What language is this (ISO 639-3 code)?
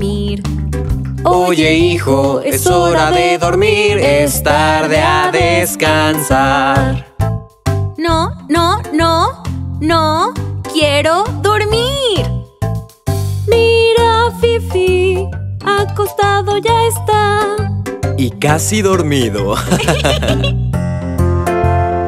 spa